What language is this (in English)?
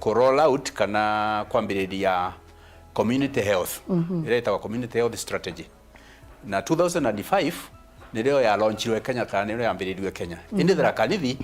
Meru